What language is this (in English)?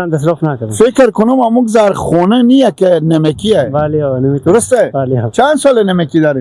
Persian